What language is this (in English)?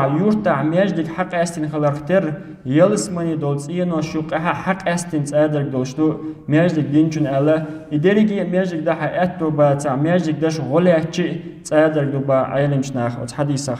Chechen